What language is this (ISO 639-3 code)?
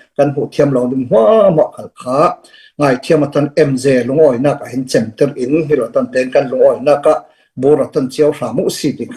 cfm